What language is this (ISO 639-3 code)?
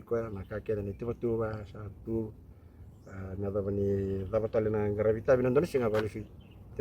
fij